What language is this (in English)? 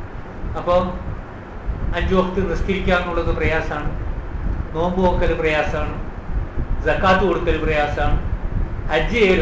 Malayalam